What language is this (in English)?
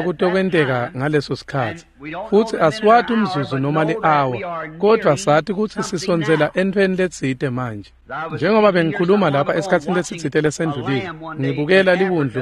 Swati